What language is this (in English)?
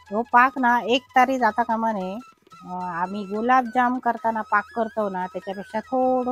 Konkani